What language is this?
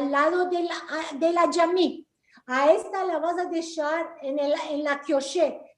Ladino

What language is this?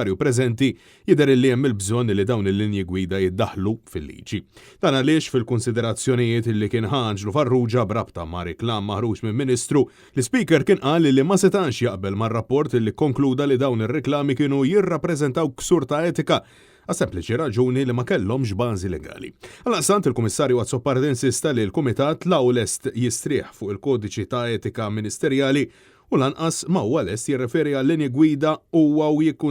Maltese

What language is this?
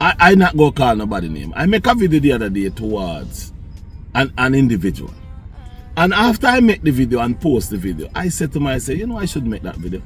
Jamaican Creole English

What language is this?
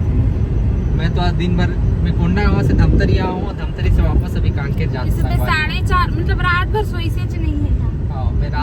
Chhattisgarhi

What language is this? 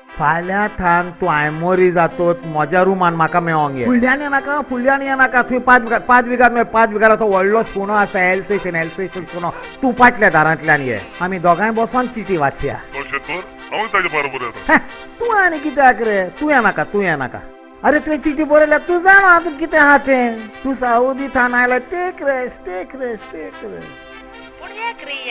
Konkani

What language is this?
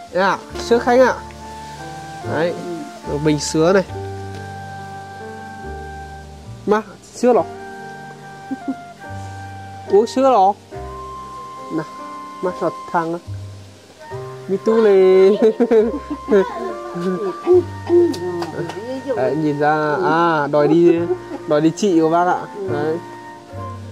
Vietnamese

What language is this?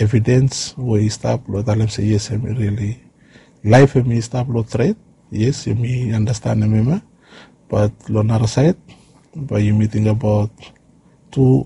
Bislama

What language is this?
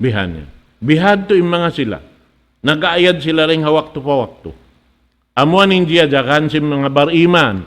Tausug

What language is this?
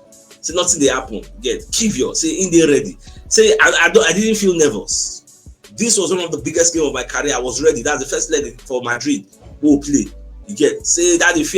Nigerian Pidgin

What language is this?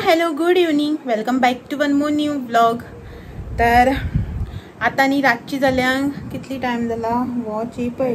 Konkani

